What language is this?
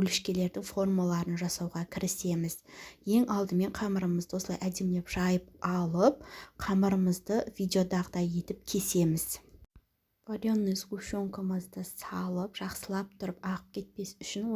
Kazakh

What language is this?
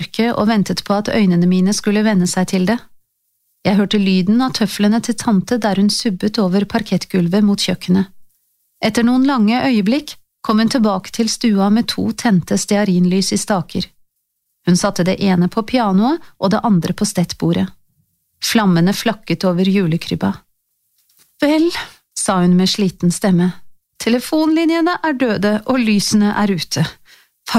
Norwegian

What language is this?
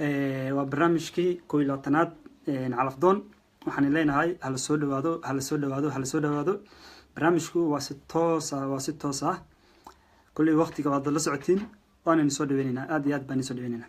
Somali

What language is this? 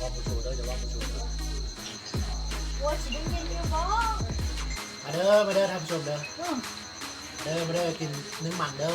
Lao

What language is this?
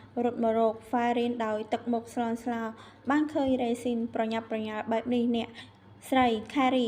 Khmer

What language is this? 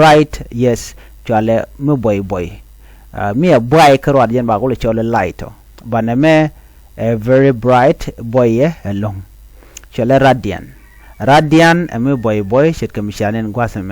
Nuer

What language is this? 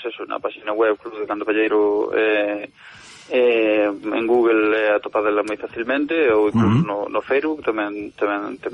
Galician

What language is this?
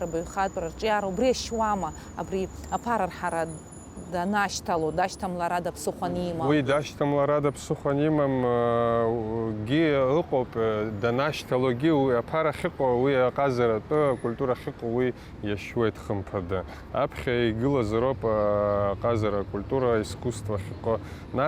Abkhazian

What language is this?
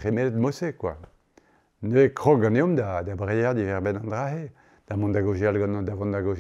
Breton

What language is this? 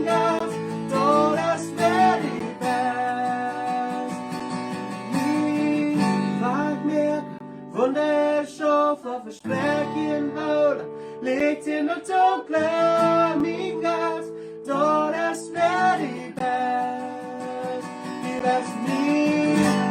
Plautdietsch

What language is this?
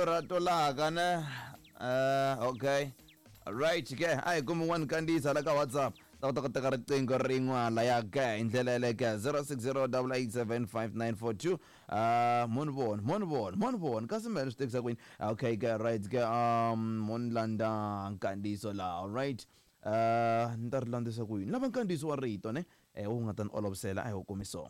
Tsonga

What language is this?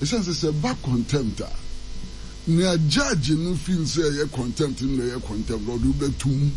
Akan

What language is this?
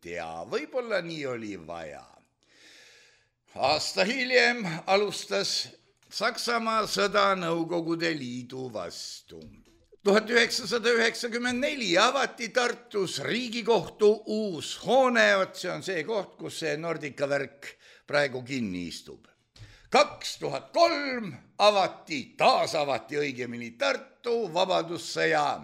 Estonian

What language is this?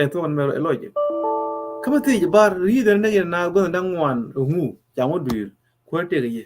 Nuer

